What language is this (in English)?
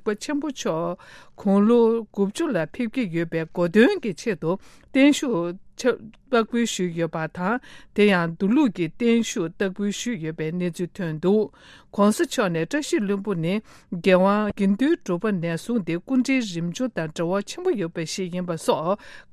Tibetan